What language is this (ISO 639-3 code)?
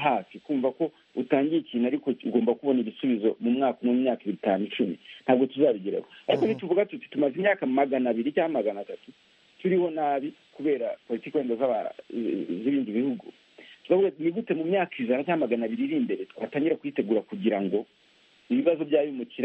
kin